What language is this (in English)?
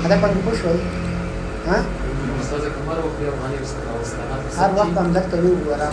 Pashto